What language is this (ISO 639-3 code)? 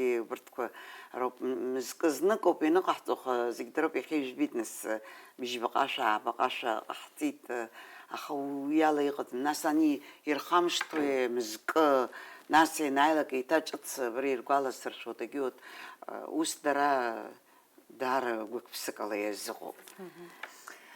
abk